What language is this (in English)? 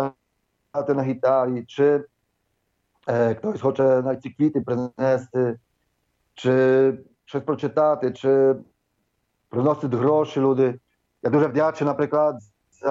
Ukrainian